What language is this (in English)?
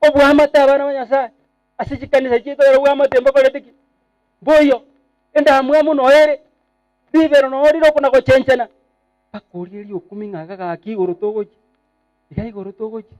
Gusii